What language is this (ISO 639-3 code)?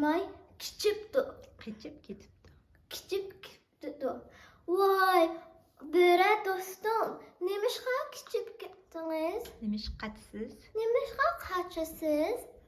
uig